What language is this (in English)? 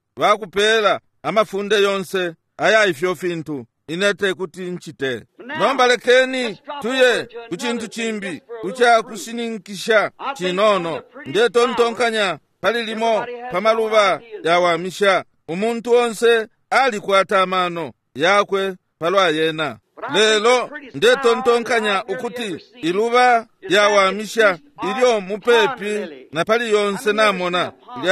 Bemba